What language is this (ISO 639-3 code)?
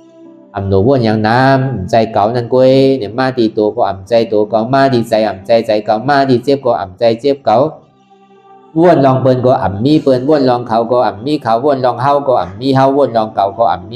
shn